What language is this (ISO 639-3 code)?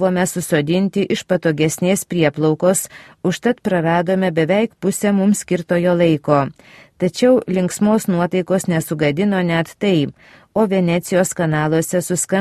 lit